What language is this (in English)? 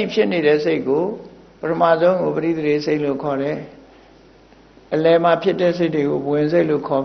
Burmese